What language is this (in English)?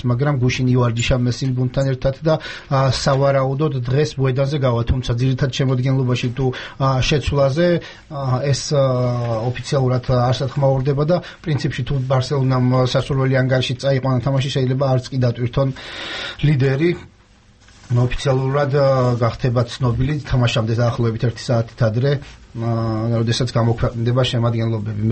Georgian